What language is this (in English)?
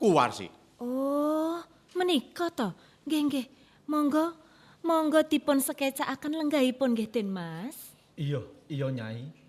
Javanese